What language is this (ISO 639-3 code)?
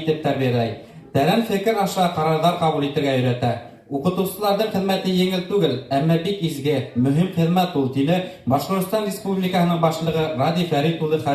bak